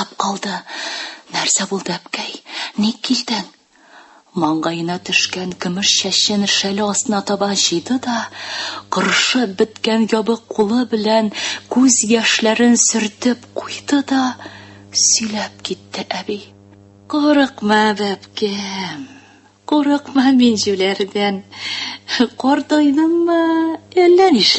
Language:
Tatar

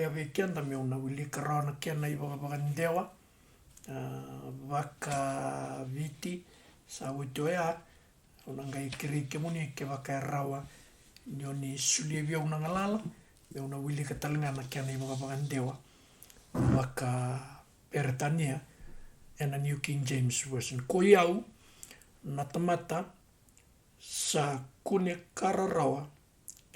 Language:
Fijian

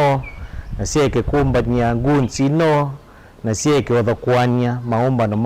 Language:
Kamba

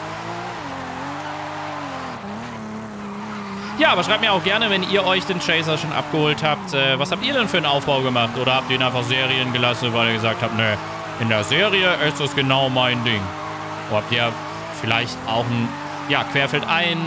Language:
German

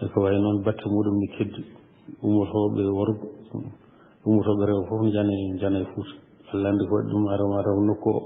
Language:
Fula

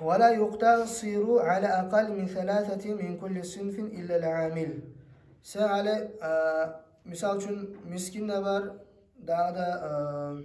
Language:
Kumyk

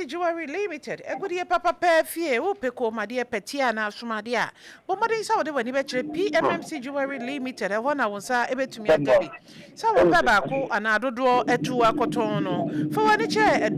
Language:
Akan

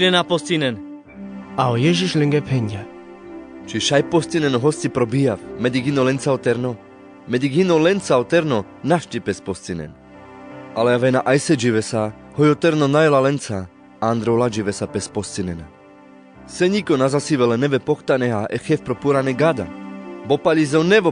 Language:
Carpathian Romani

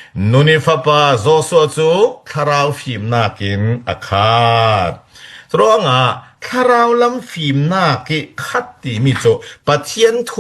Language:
Falam Chin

